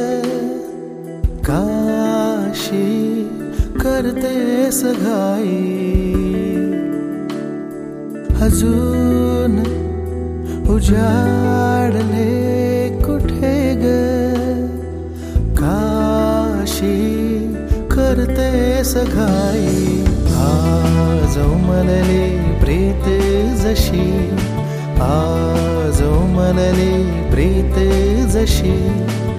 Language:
Marathi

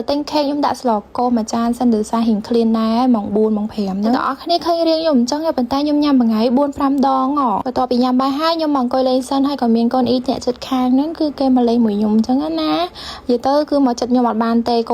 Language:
Khmer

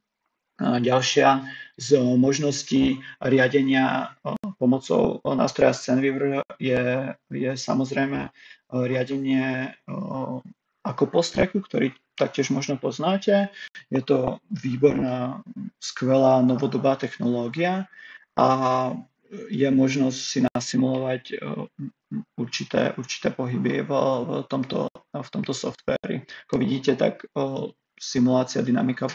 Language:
Slovak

